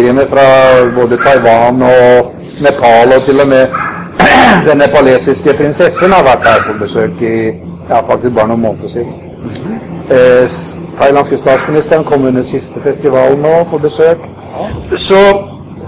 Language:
Norwegian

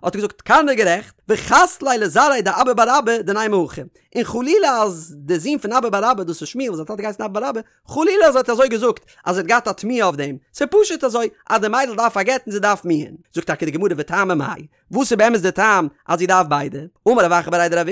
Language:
Yiddish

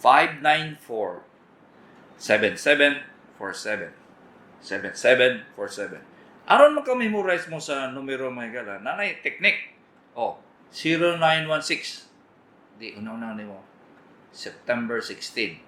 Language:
Cebuano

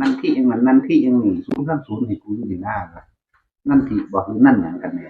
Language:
Northeastern Thai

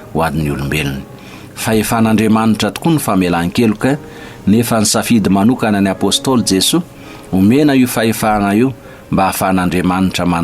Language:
Malagasy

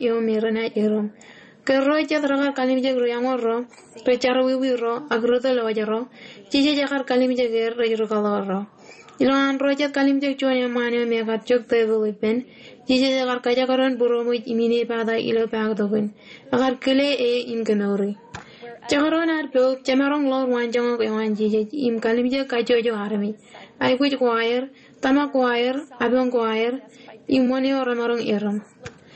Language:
Marshallese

